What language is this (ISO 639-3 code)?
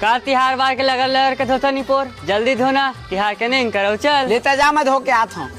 hne